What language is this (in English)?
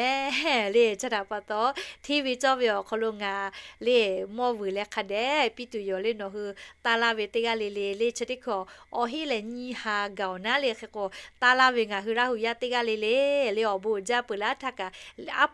Lahu